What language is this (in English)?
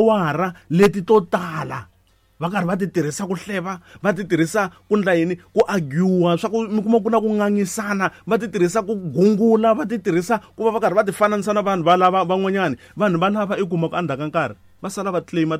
Tsonga